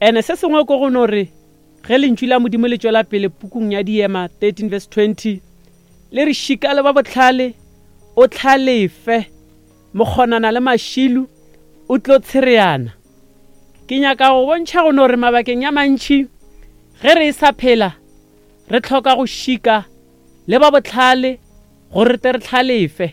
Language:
Northern Sotho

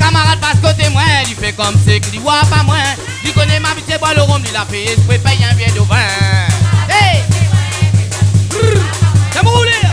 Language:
Réunion Creole French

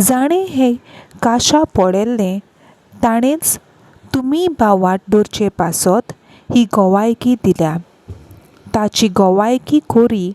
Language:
Konkani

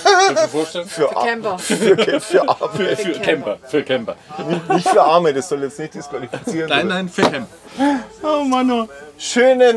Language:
German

